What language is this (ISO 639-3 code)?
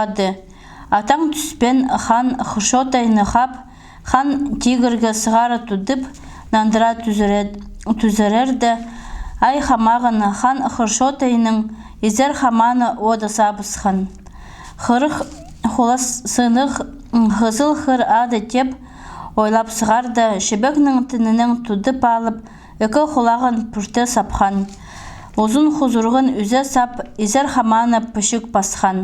kjh